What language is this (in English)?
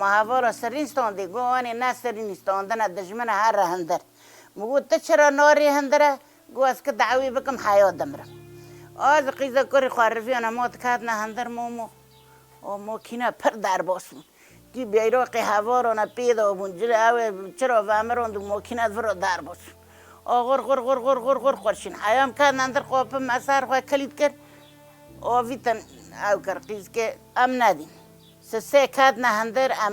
Kurdish